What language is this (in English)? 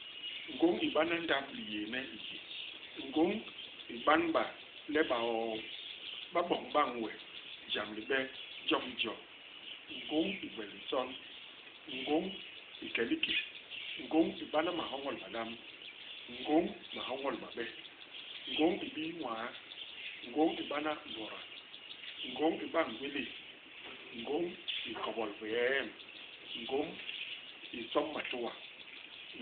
Basaa